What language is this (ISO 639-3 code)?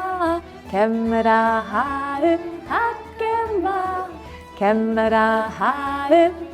gla